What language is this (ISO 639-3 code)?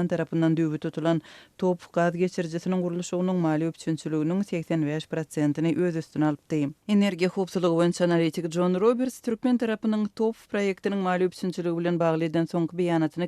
tuk